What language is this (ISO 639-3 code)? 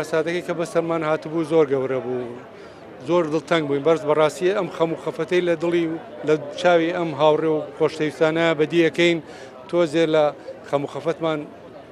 ckb